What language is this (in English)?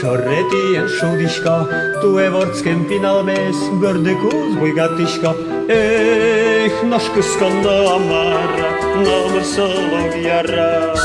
Udmurt